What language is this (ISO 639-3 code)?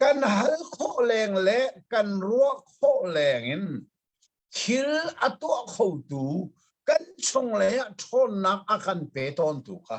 cnh